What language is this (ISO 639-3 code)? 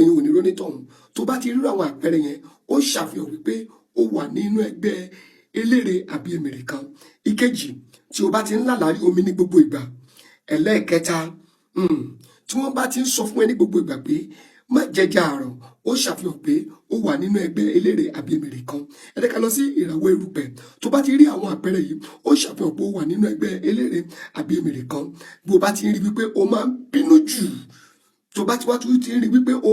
yor